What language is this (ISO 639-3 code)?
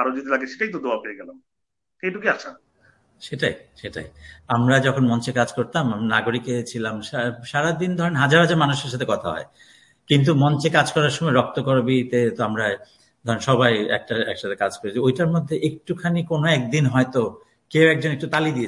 ben